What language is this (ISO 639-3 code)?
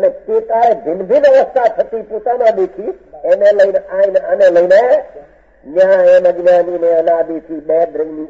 guj